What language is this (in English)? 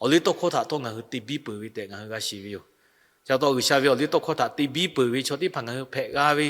Lahu